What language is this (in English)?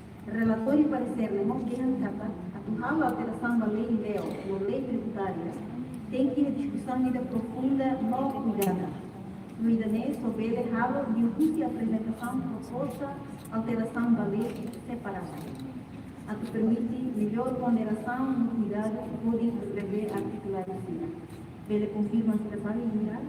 Tetum